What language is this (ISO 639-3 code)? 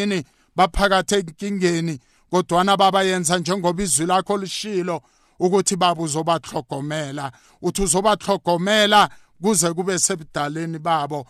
nbl